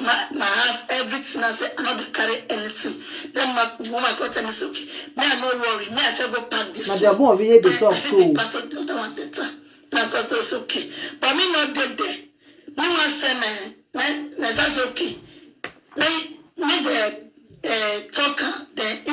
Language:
Nigerian Pidgin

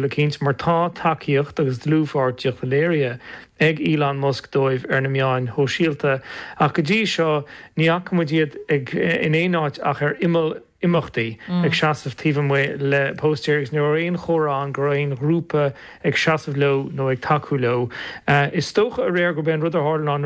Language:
Irish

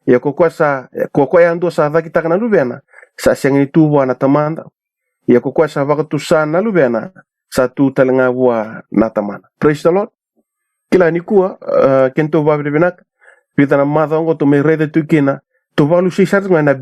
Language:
Fijian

